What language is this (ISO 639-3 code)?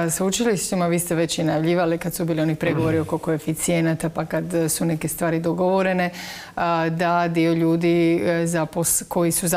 hrv